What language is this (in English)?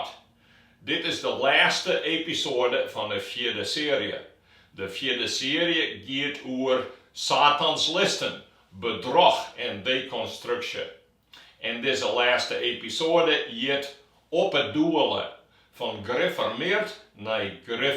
Western Frisian